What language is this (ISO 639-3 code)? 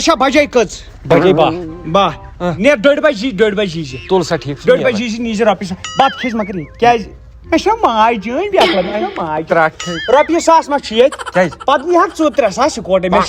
kas